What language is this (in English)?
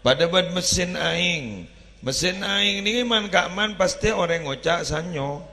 Madurese